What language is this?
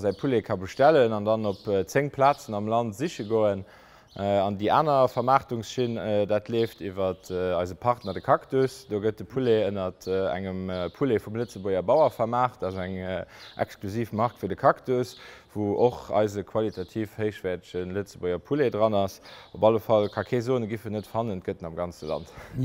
Luxembourgish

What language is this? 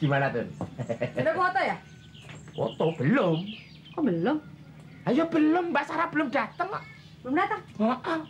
Betawi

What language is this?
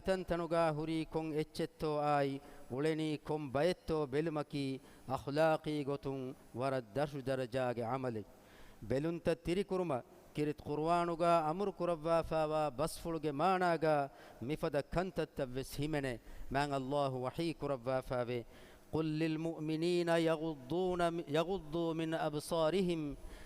Divehi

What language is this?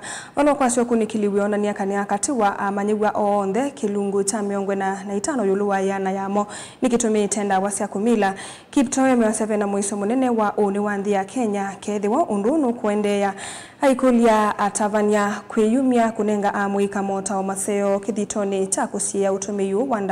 Kamba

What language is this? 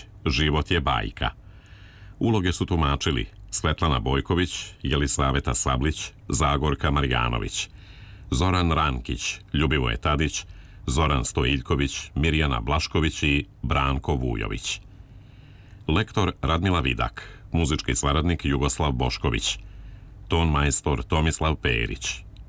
Serbian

